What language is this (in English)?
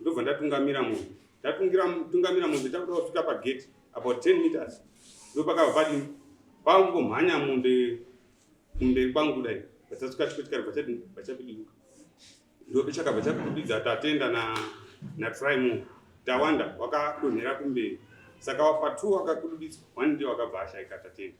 Shona